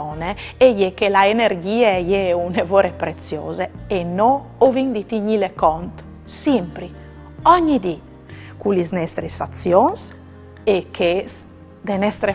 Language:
Friulian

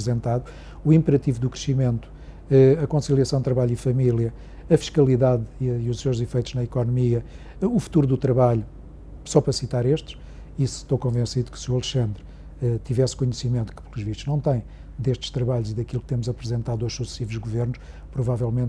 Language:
Portuguese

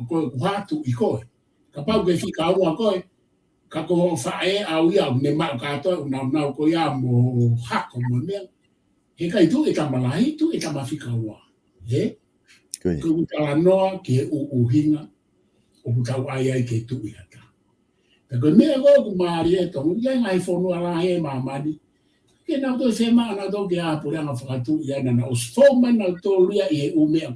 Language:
Tongan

